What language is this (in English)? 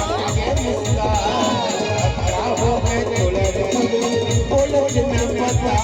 Chhattisgarhi